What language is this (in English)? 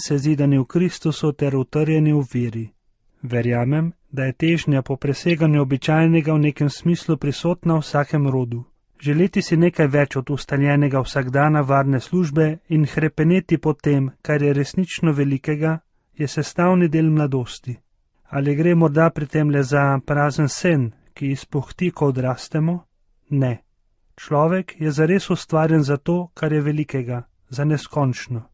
Slovenian